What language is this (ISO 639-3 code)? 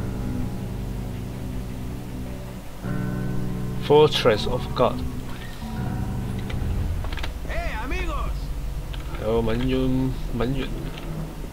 zho